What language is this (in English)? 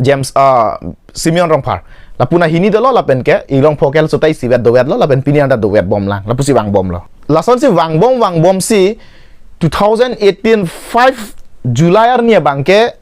Karbi